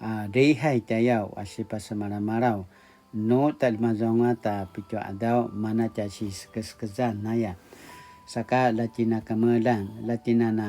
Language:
Paiwan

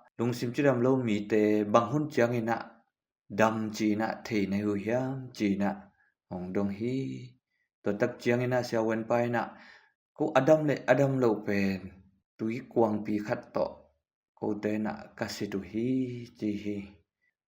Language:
Tedim Chin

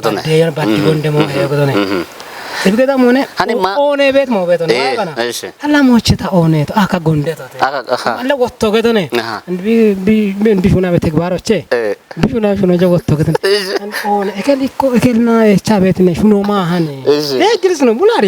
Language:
Kafa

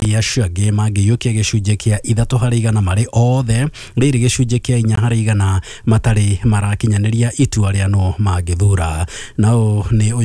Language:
Kikuyu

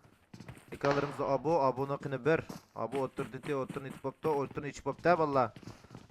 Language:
Uyghur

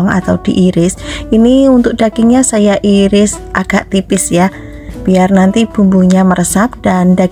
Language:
Indonesian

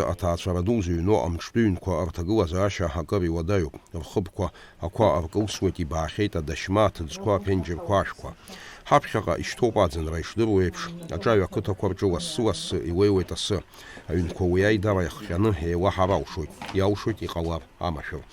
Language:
Abkhazian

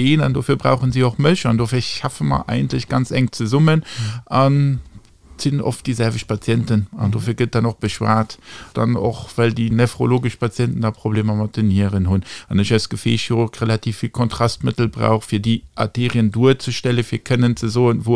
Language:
Luxembourgish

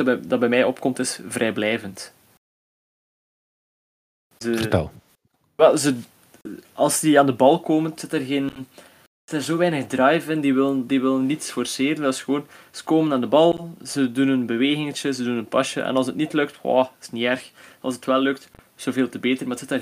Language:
Dutch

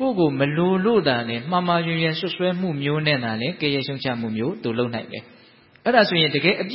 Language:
Burmese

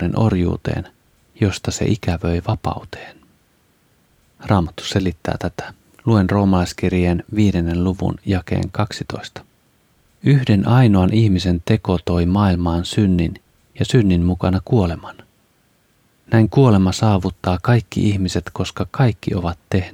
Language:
Finnish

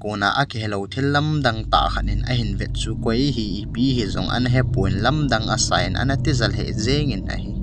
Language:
Thado Chin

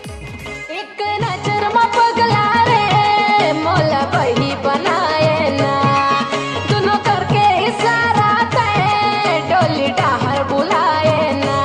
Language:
Chhattisgarhi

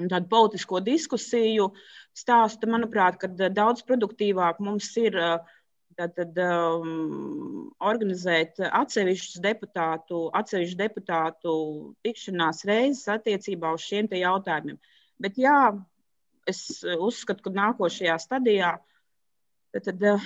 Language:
Latvian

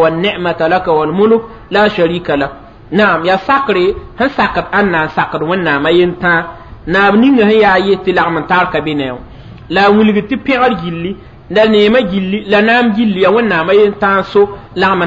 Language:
Mossi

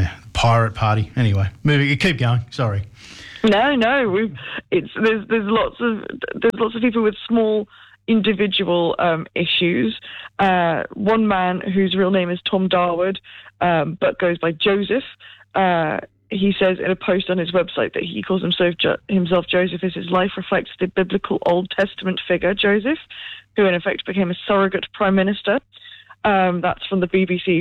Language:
English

